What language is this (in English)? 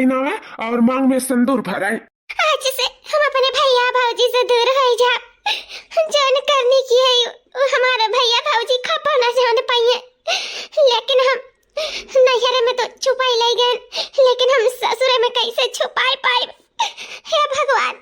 Awadhi